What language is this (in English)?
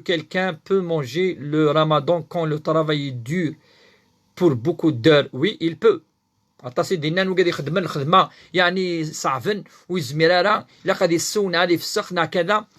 Kabyle